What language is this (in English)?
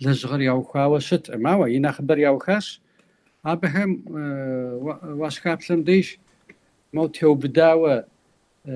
Kabardian